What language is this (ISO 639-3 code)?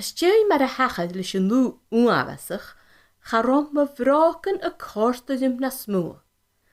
gla